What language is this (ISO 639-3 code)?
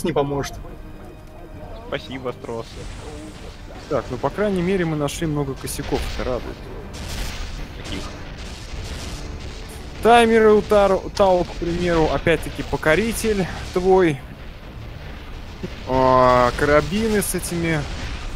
rus